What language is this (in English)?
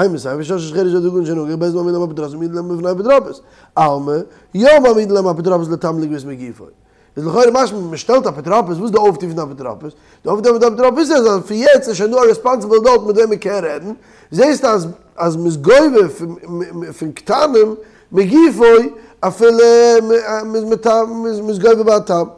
Yiddish